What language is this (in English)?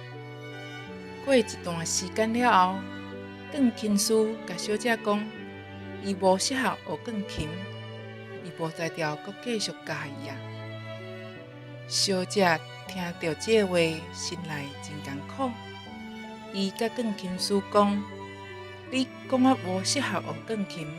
Min Nan Chinese